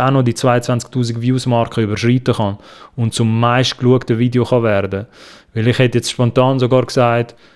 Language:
Swiss German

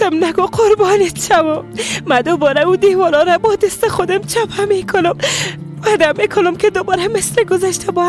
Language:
Persian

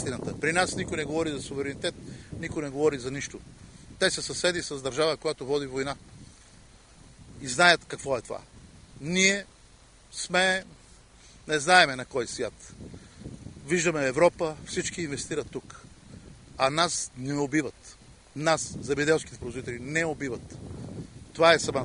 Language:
Bulgarian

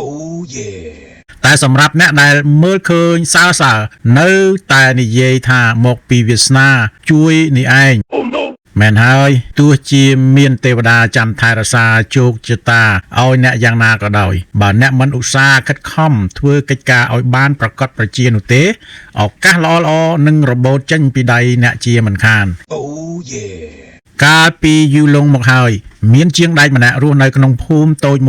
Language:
Khmer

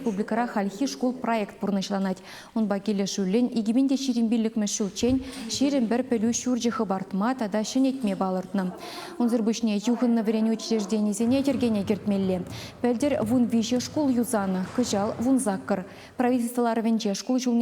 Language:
Chuvash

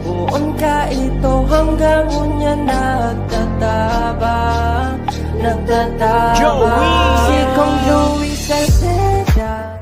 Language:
Bikol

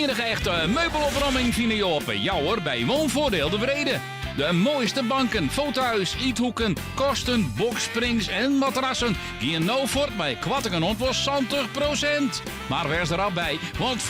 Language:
Western Frisian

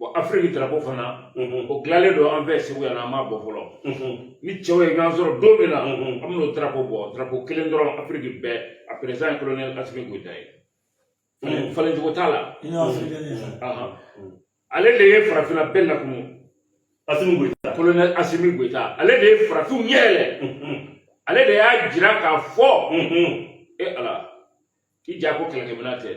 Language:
Bambara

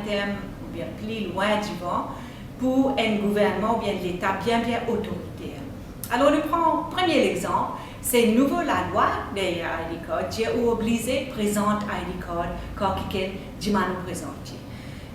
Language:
Morisyen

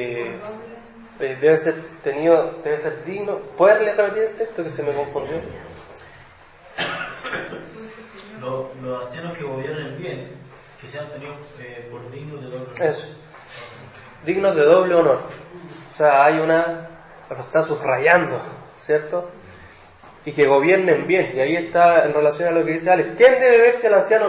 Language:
Spanish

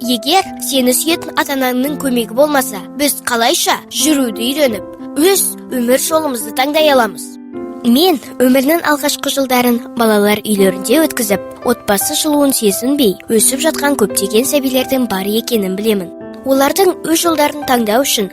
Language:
Kazakh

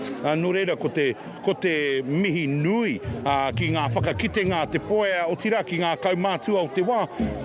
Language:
Māori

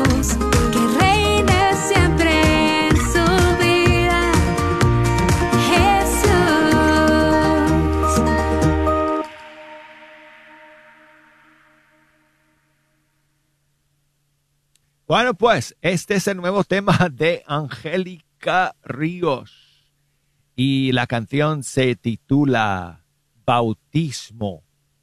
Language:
Spanish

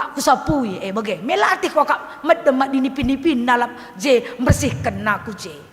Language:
Batak Karo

